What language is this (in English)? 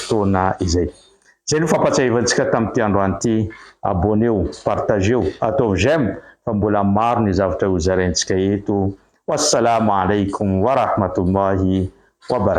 Malagasy